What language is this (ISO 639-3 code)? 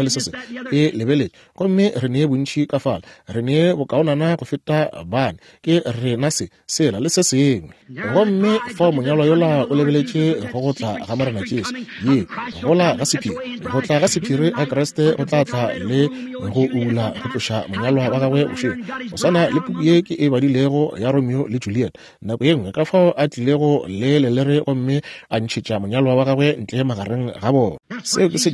nso